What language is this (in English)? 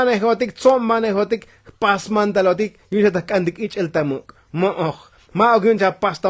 Tzotzil